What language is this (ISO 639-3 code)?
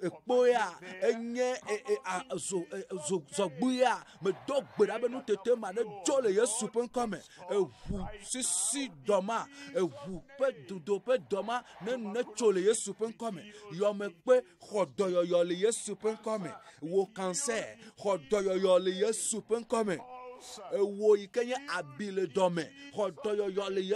ewe